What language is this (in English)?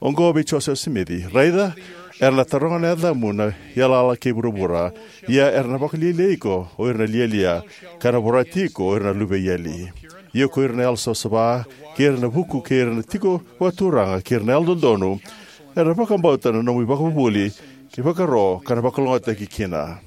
Fijian